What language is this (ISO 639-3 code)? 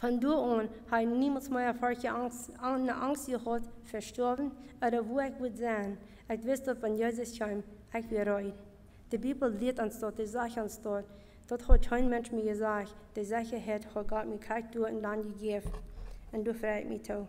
pdt